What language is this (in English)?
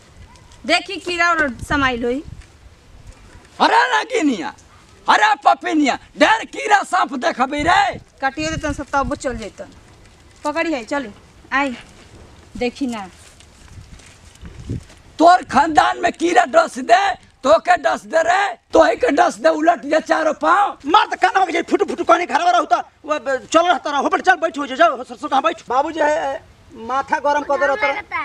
Bhojpuri